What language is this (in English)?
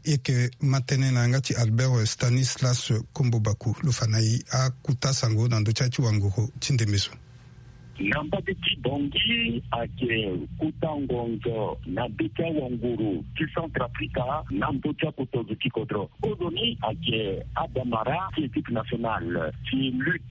Sango